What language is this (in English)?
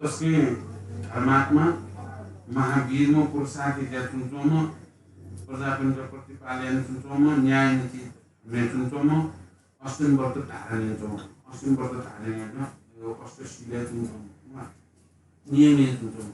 Newari